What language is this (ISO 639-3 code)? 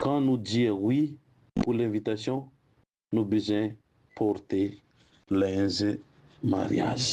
mfe